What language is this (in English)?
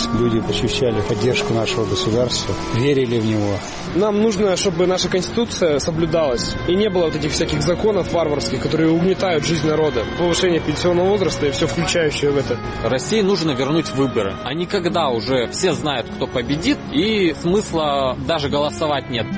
Russian